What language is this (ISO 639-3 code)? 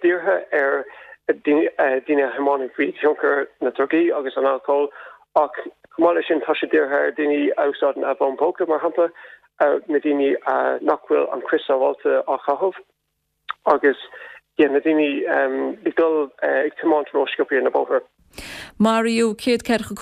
gle